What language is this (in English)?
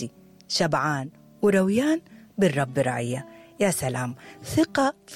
Sudanese Arabic